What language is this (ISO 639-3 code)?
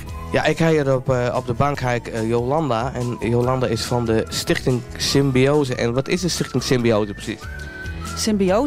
fry